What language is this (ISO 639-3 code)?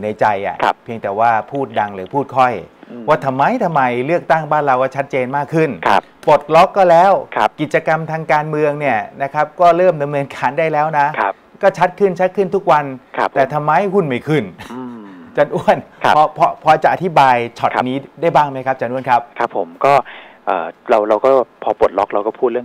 tha